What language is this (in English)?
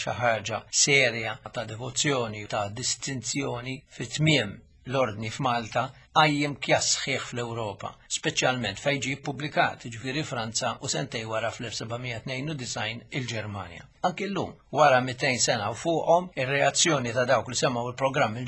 Maltese